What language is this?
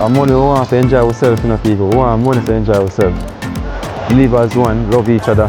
Jamaican Creole English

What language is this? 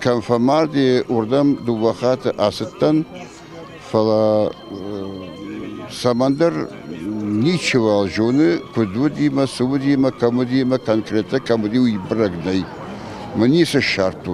Ossetic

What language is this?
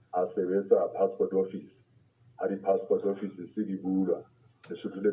Southern Sotho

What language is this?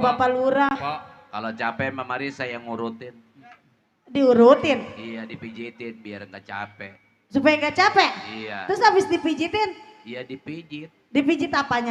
Betawi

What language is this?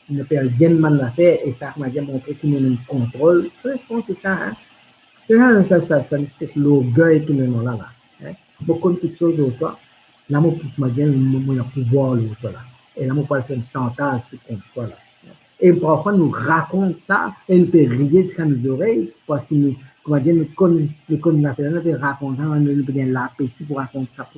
Morisyen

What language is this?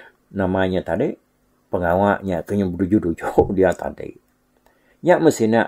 Iban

